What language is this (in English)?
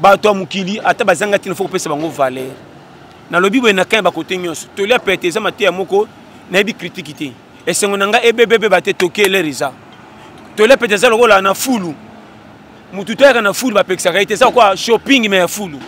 Lingala